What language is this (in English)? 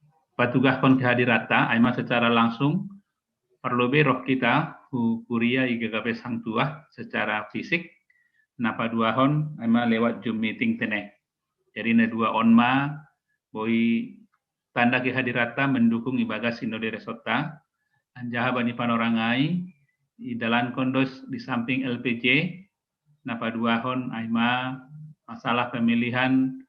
Batak Simalungun